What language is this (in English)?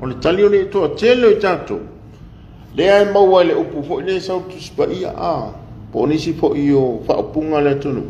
Samoan